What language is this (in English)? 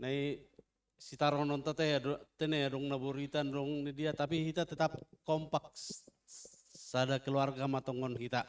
Batak Simalungun